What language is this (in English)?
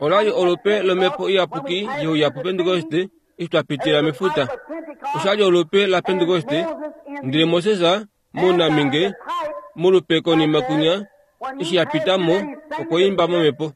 Kuanyama